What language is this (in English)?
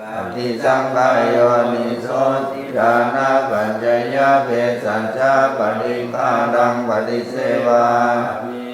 Pali